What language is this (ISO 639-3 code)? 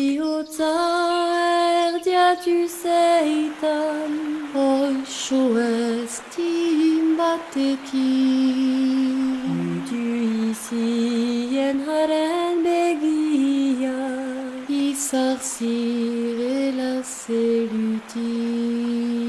eus